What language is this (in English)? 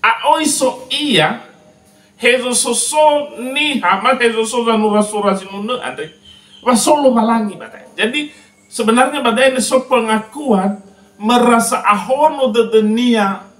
Nias